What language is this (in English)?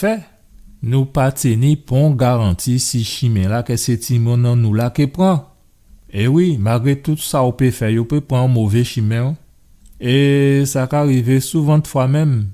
Guadeloupean Creole French